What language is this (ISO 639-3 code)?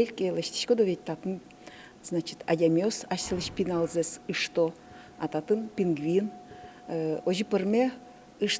udm